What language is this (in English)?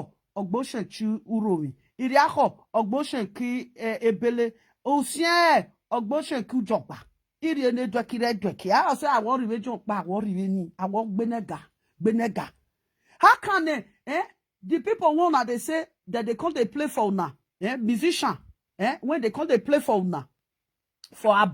Nigerian Pidgin